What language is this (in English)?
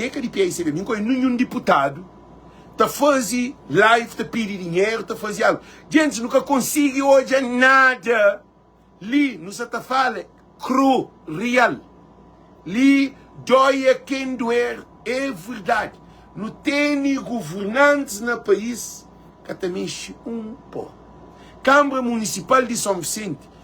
Kabuverdianu